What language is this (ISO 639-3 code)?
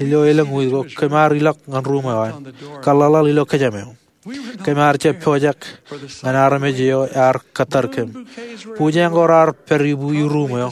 mah